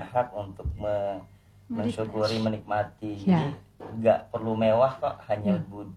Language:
Indonesian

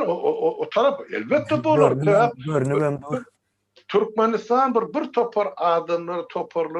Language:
Turkmen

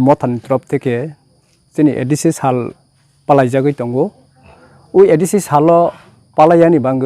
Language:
Kok Borok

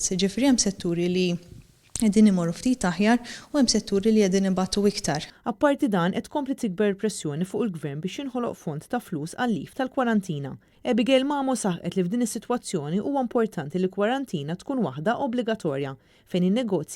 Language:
Maltese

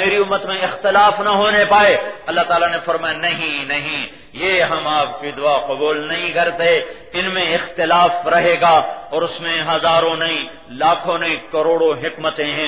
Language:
Urdu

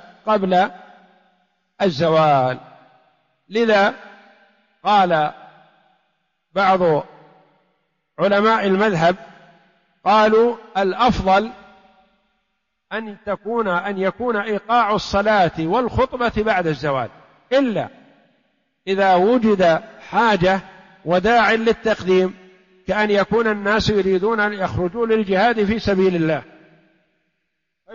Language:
Arabic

